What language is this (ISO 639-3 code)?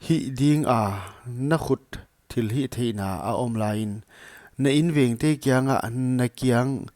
pck